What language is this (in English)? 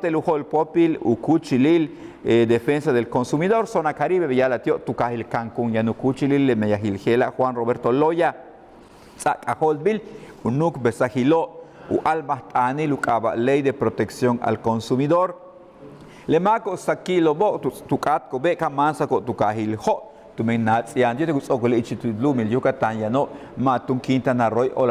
Yucateco